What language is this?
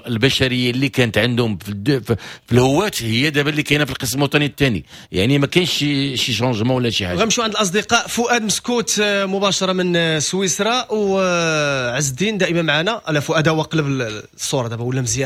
Moroccan Arabic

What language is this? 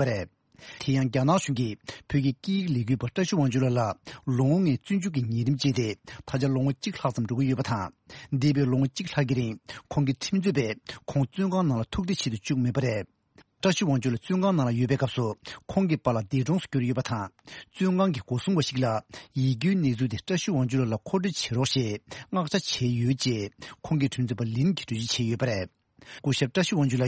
Tibetan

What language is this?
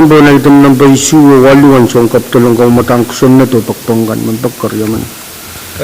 Pohnpeian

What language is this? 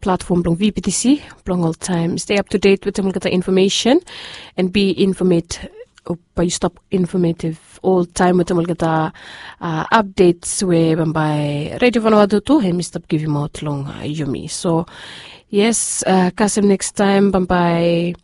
Bislama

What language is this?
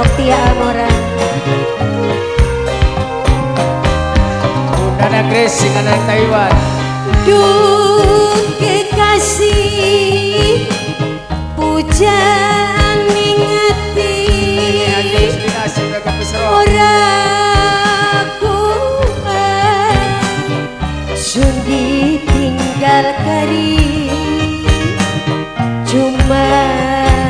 Javanese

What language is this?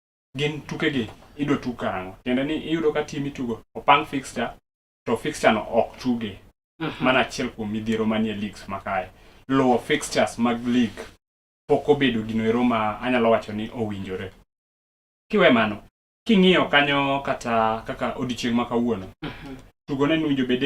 Luo (Kenya and Tanzania)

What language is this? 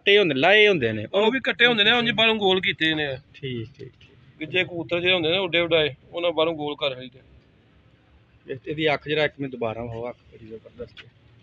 Punjabi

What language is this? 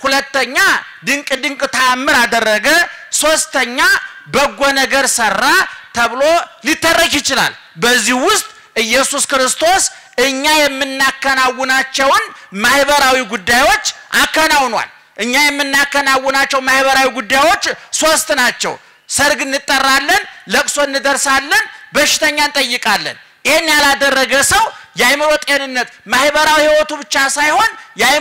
Amharic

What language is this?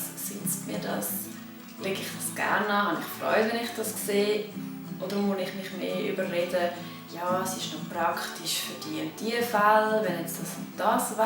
Swiss German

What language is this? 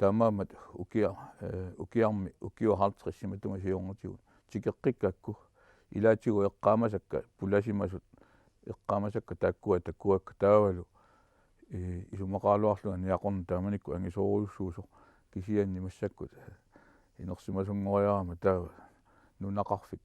Kalaallisut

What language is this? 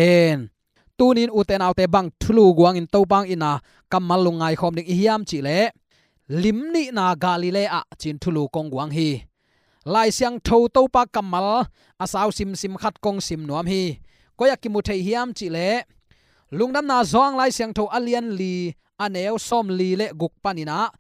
Tedim Chin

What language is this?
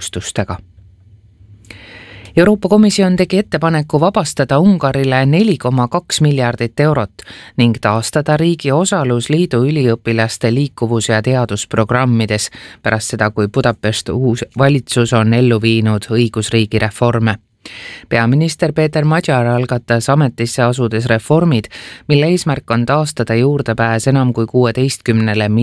Estonian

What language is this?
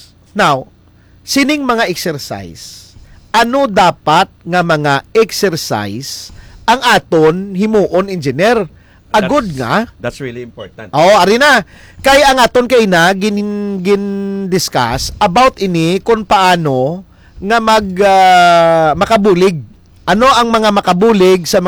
Hiligaynon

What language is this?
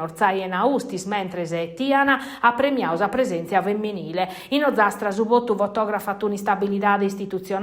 Sardinian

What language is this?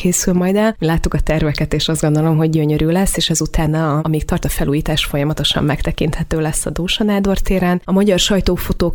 Hungarian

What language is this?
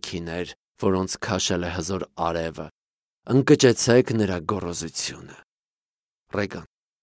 Armenian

